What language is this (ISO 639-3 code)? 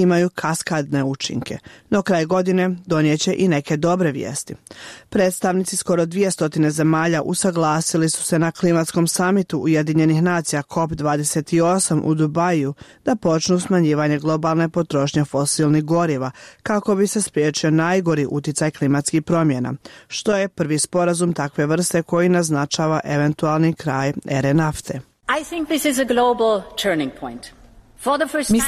bos